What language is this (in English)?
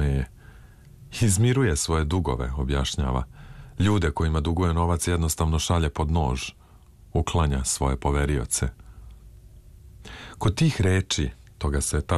Serbian